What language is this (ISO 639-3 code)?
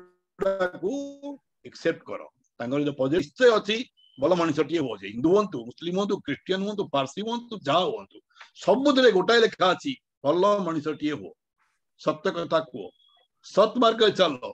ori